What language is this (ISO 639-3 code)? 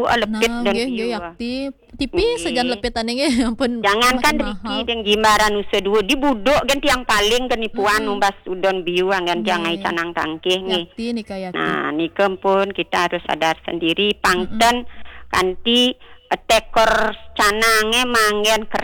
ban